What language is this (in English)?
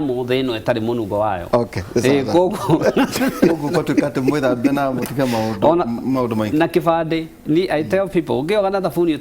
Kikuyu